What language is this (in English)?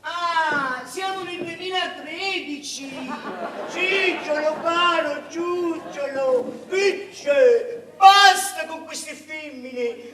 Neapolitan